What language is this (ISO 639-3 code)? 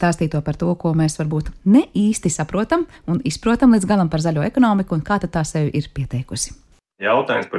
lav